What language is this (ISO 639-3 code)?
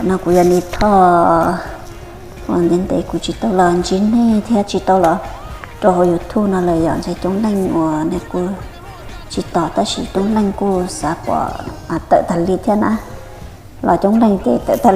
hmn